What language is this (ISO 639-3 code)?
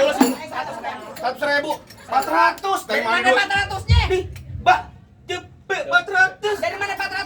bew